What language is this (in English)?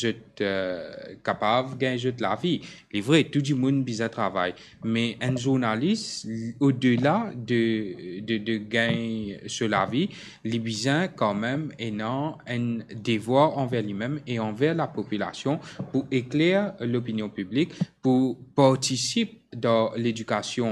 Morisyen